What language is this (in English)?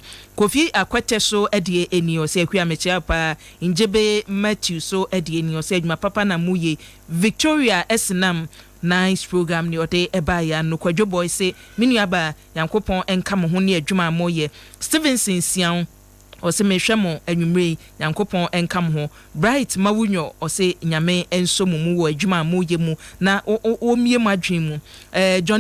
Akan